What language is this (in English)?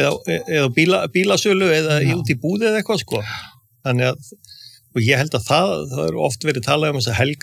Icelandic